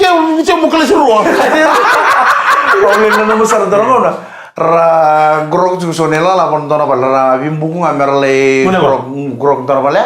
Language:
Fijian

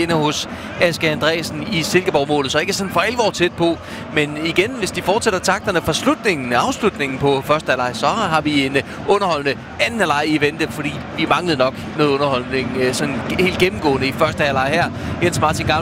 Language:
Danish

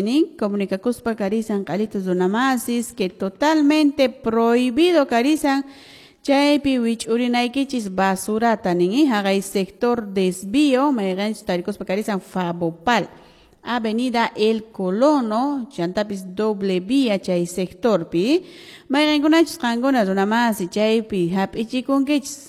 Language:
Quechua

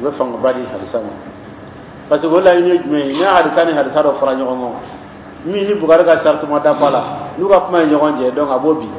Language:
Dyula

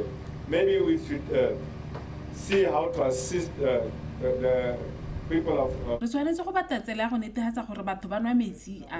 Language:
Tswana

